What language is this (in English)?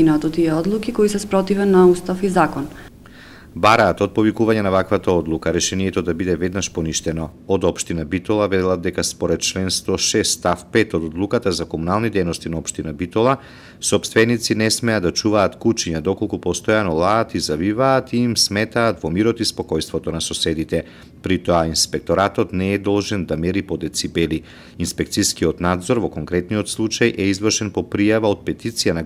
Macedonian